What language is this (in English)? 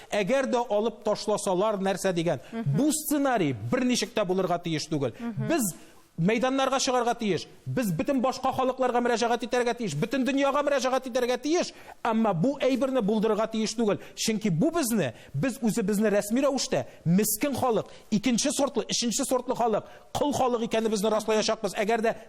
Tatar